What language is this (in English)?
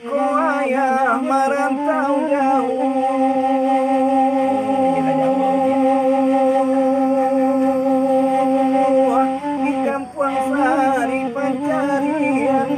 Minangkabau